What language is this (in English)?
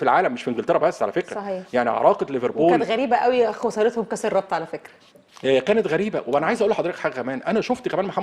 Egyptian Arabic